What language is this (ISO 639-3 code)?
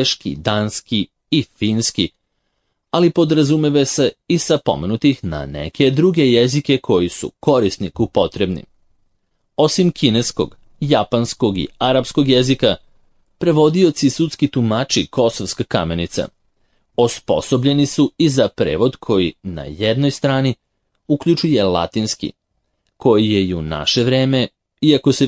srp